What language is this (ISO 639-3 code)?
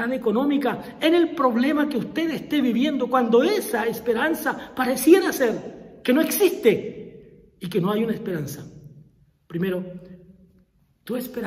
spa